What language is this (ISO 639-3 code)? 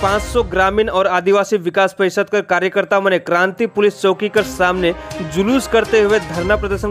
sck